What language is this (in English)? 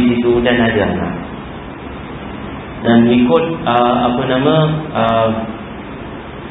Malay